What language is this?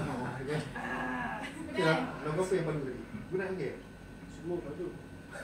Malay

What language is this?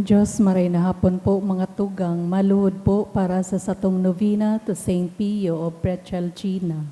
Bikol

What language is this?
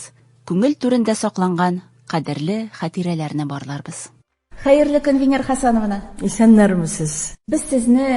Tatar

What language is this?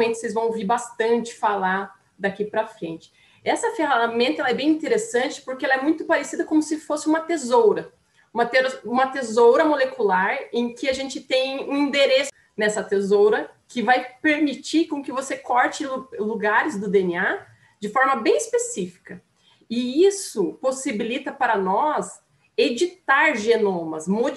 Portuguese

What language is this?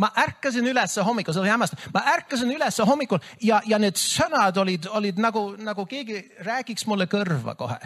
Estonian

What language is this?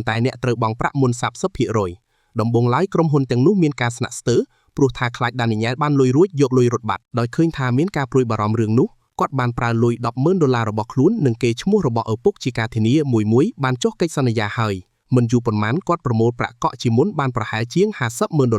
Khmer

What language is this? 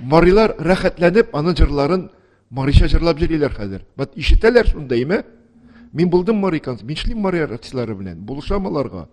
Tatar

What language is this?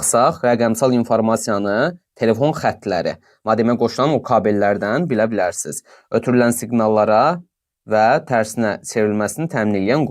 Azerbaijani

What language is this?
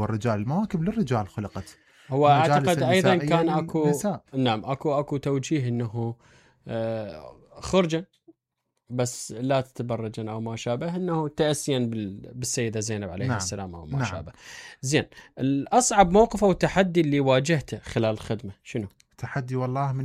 Mesopotamian Arabic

